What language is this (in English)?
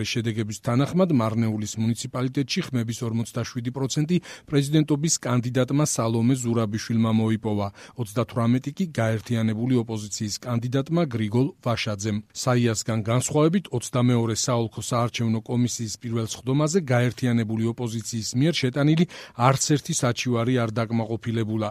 Georgian